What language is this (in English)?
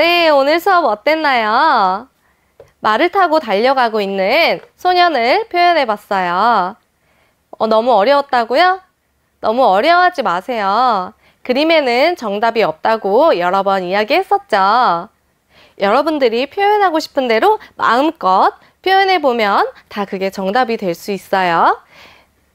Korean